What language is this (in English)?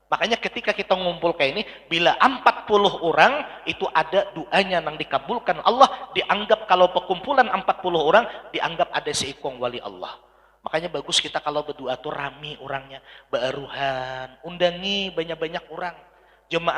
Banjar